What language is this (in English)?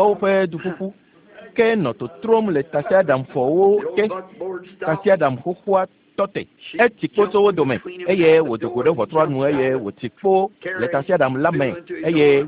Ewe